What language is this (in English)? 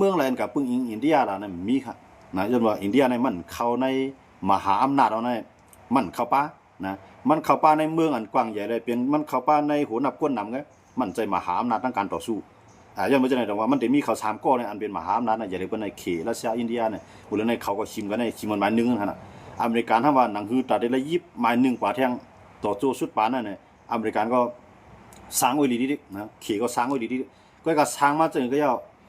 Shan